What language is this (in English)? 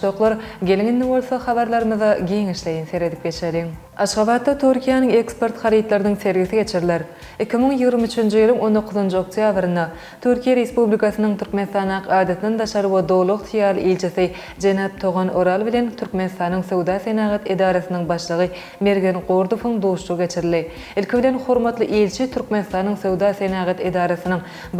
Turkmen